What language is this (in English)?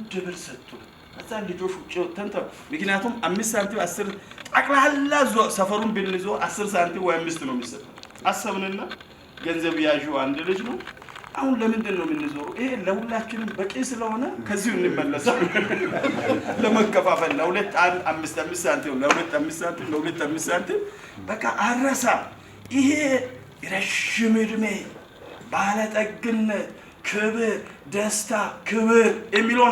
Amharic